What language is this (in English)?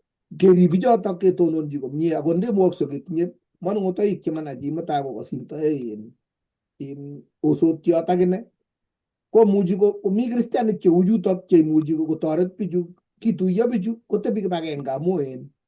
Kalenjin